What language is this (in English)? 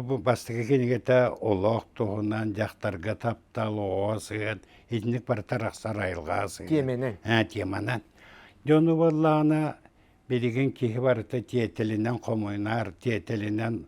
Yakut